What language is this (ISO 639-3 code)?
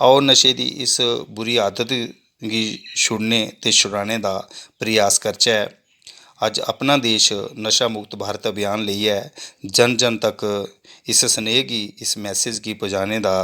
doi